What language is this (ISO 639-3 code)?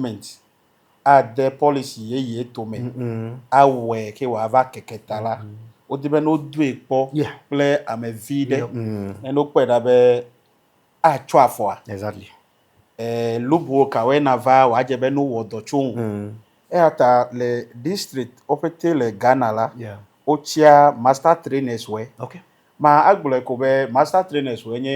ewe